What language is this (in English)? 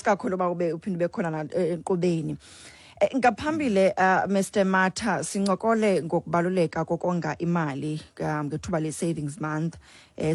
Xhosa